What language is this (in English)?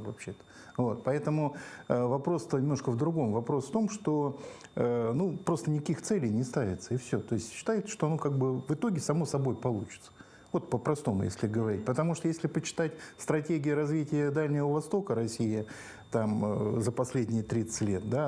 Russian